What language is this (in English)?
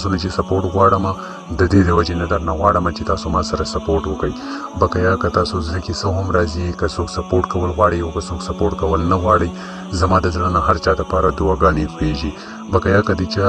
Pashto